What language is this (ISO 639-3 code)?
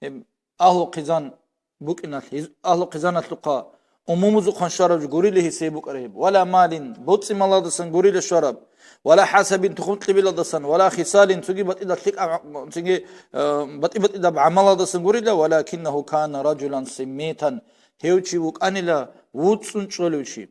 ava